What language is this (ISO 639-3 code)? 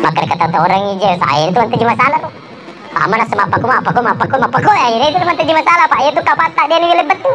bug